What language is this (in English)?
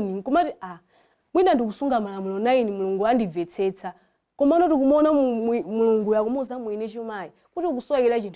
Nyanja